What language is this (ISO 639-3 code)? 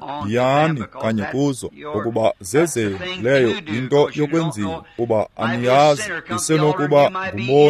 xho